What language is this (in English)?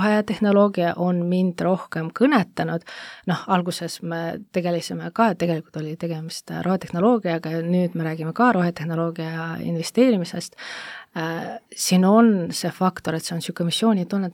Estonian